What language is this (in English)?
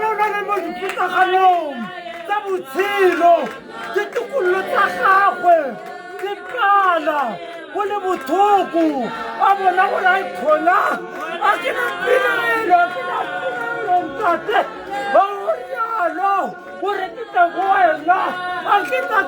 Tswana